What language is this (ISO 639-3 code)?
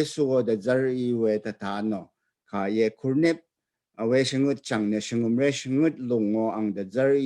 raw